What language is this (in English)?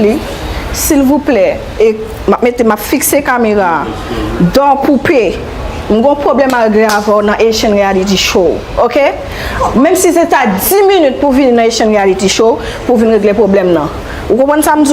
Haitian Creole